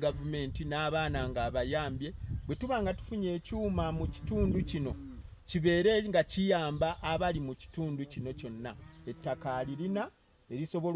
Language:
Ganda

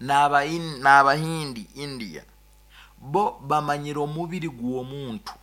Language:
Nyankole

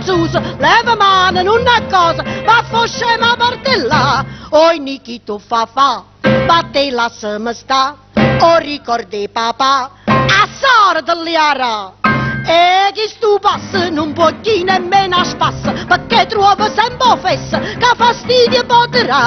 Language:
Neapolitan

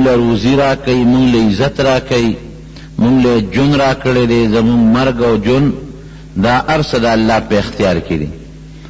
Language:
Pashto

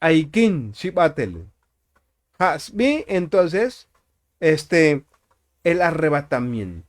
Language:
Tzotzil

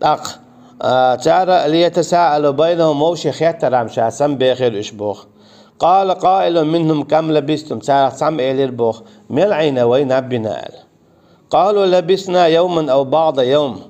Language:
Chechen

